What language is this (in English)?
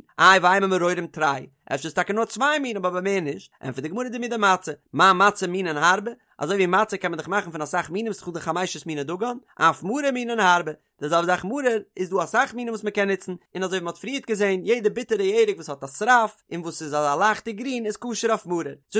Yiddish